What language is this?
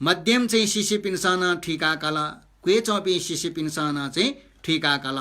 Newari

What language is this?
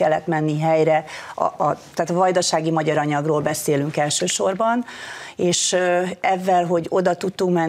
Hungarian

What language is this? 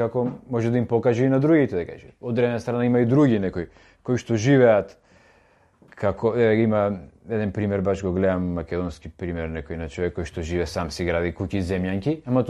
Macedonian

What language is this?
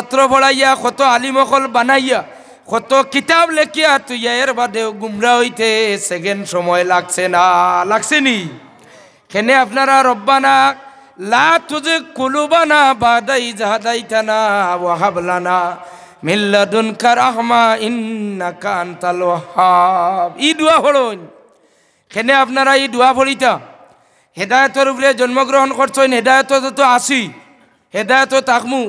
Sylheti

